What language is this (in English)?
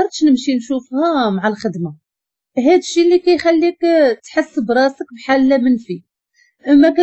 Moroccan Arabic